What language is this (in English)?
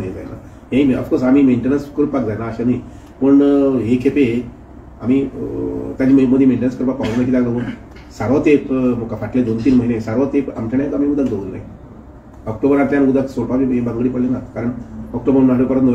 Konkani